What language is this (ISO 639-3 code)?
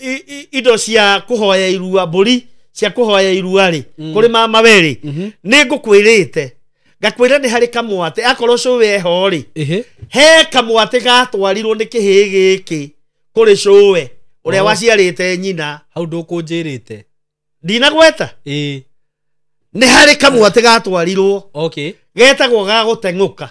kik